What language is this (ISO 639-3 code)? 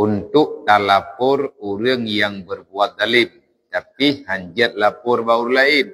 ace